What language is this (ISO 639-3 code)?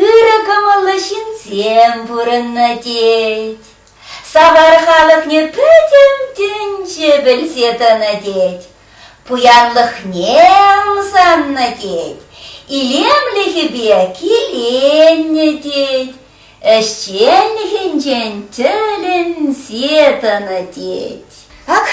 chv